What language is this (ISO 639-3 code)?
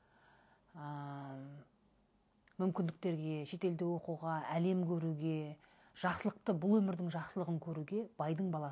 kaz